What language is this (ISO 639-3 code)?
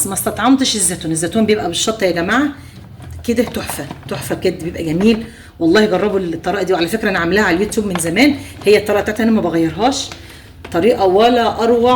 arz